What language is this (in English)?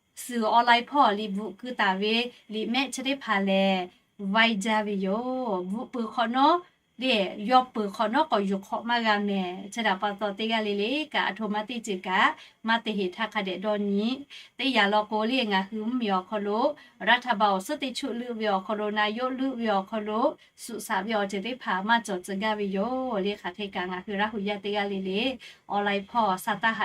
Lahu